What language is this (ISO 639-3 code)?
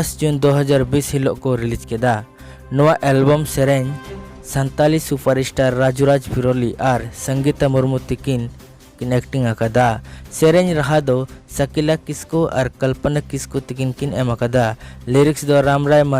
sat